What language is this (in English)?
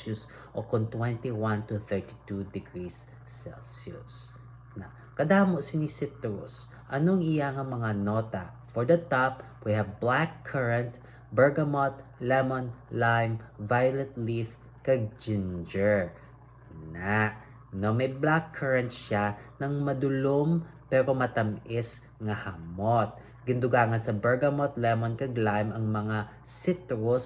Hiligaynon